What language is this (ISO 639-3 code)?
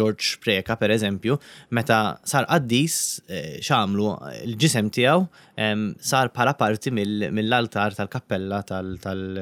mlt